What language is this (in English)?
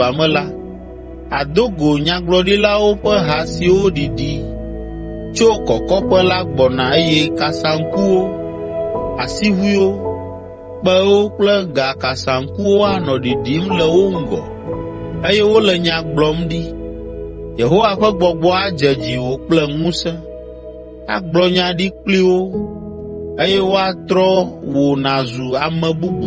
Ewe